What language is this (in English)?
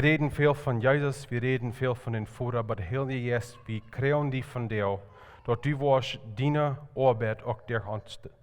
Plautdietsch